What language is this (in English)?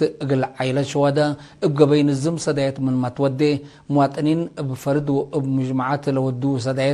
Tigre